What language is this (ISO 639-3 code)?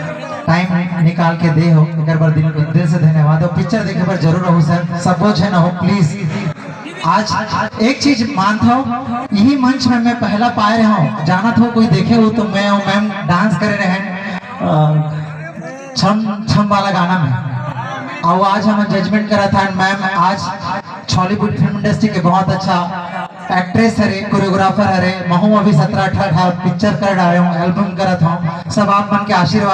hne